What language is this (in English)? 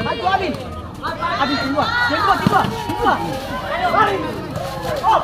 Ambonese Malay